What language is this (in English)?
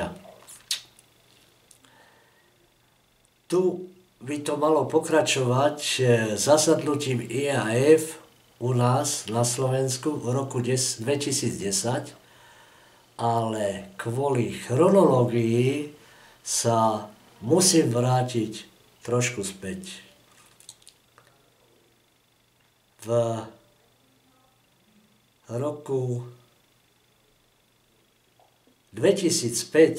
Slovak